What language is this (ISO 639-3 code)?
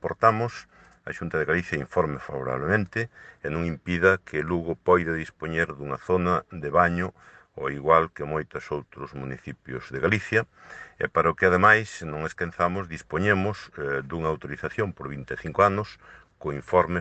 glg